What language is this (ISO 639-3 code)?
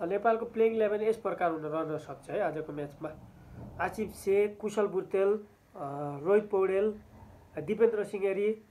nep